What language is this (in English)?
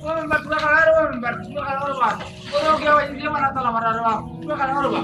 Sylheti